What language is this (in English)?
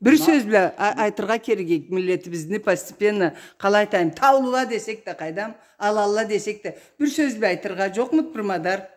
Karachay-Balkar